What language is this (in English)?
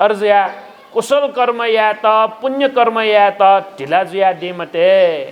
Newari